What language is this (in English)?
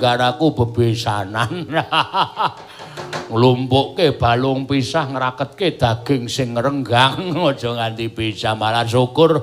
Javanese